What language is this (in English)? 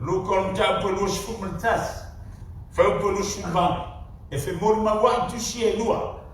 Samoan